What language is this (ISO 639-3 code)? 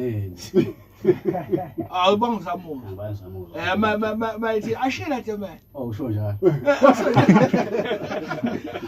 zul